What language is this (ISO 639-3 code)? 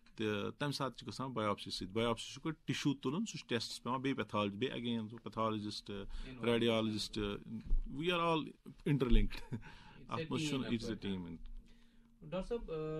kas